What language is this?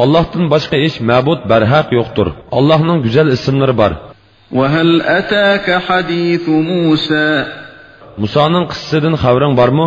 Uyghur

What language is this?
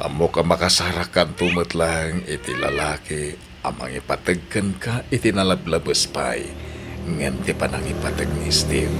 Iloko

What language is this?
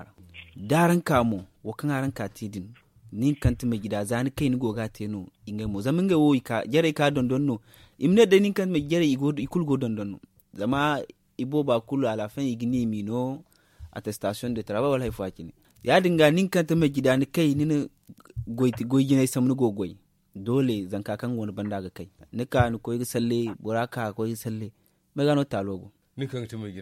Zarma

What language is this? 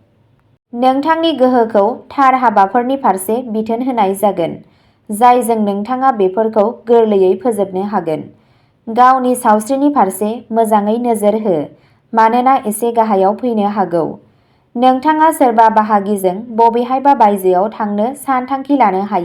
Bodo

